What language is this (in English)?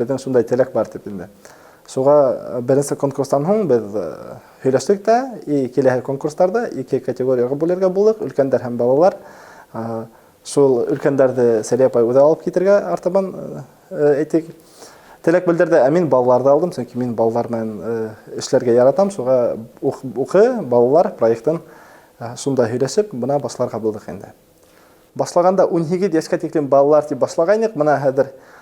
Bashkir